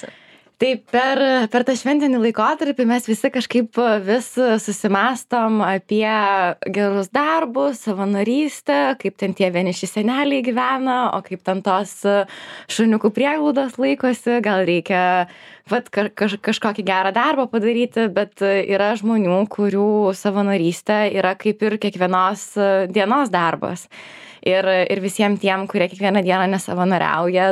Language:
Lithuanian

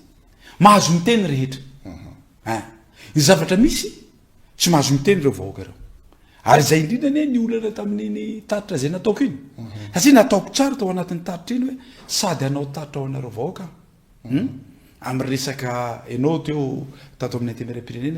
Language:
Malagasy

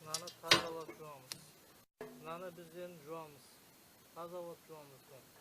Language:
Kazakh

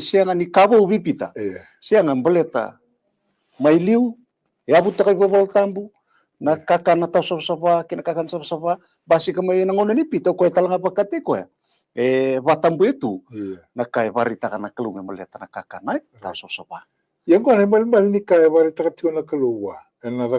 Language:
Fijian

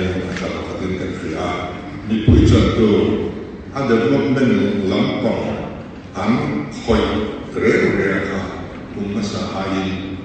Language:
Mizo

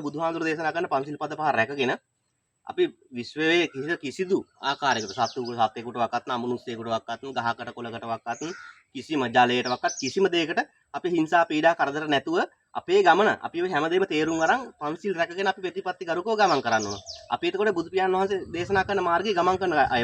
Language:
Sinhala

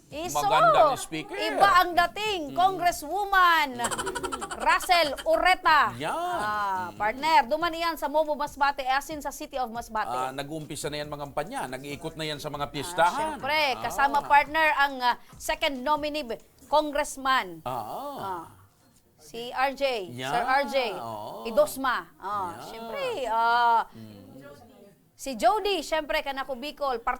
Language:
Bikol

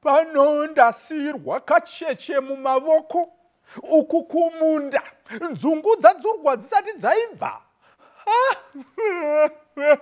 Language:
Shona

